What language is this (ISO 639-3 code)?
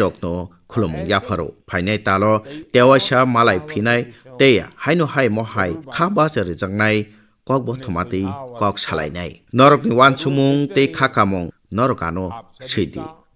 trp